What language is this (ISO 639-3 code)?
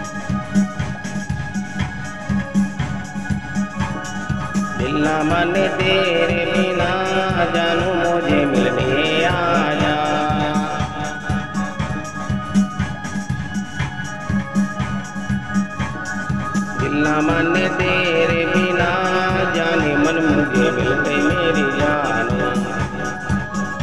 hin